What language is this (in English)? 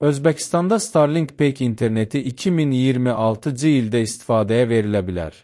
Azerbaijani